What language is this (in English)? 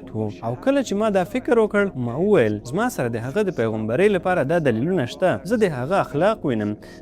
Pashto